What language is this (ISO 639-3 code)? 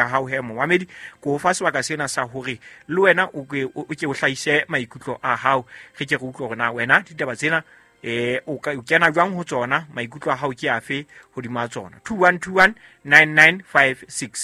sot